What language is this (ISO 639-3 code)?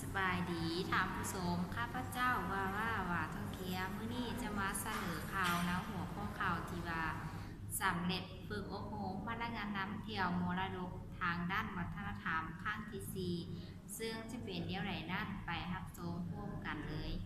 lao